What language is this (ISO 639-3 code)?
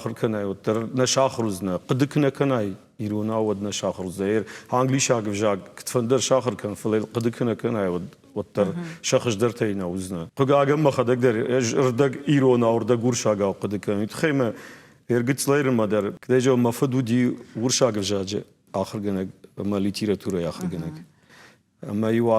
oss